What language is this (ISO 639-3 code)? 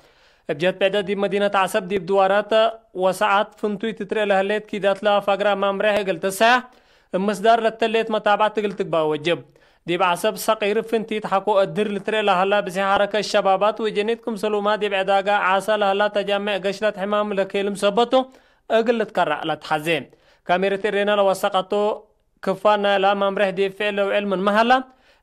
tig